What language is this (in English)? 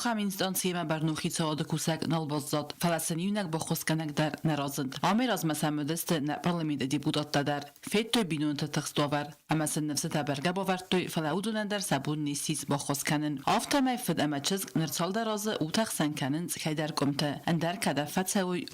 Ossetic